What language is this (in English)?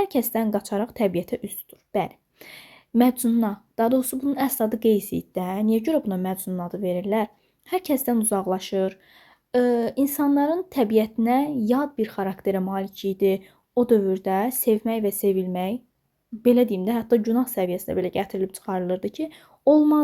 Azerbaijani